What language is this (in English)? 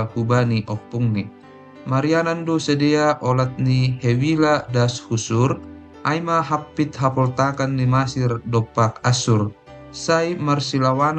Batak Simalungun